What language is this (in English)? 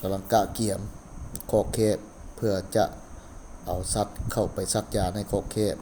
Lao